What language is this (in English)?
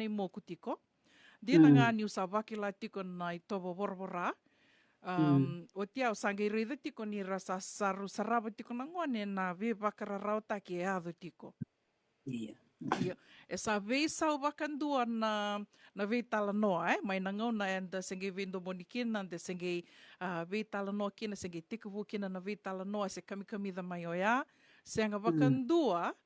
Fijian